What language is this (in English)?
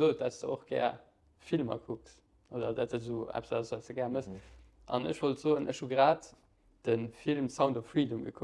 Luxembourgish